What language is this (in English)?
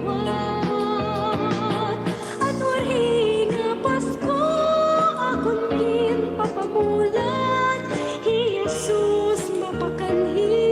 Waray